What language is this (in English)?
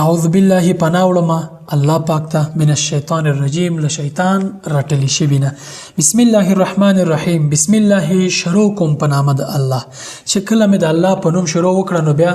Pashto